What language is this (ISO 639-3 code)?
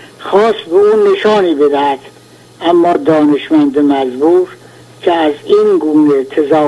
fas